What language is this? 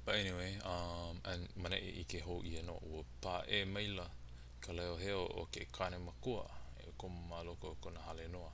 Hawaiian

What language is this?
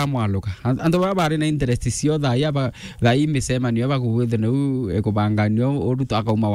Meru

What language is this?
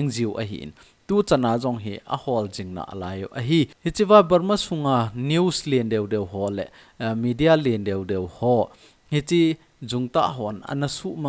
Thado Chin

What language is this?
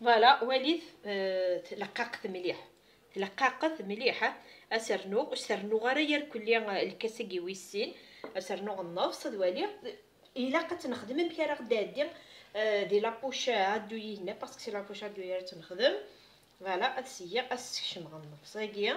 Kabyle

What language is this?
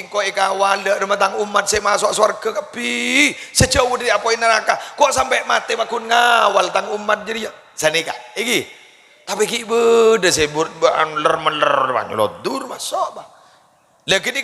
Madurese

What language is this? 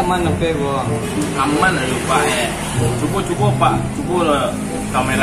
Minangkabau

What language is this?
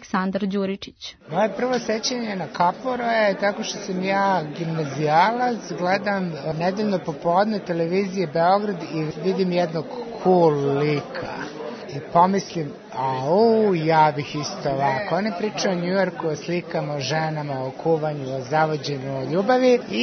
Serbian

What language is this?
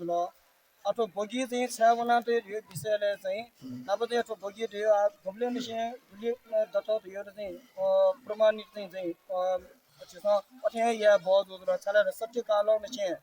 Newari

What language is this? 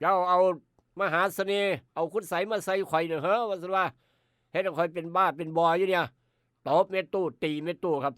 Northeastern Thai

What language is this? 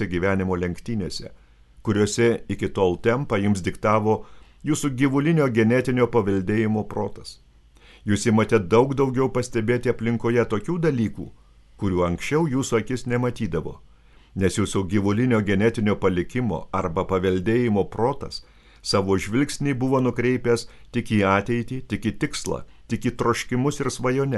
Lithuanian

